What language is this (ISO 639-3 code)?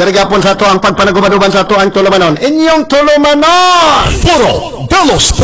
ceb